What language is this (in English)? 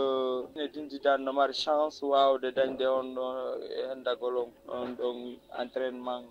Fula